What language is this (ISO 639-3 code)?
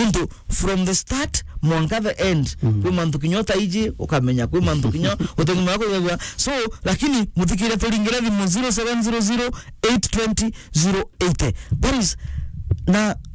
mer